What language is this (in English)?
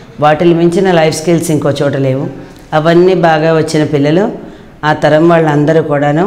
Telugu